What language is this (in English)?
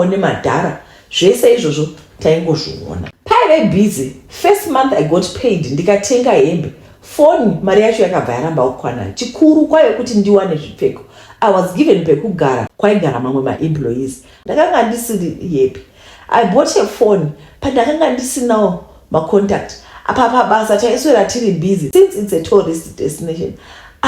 Shona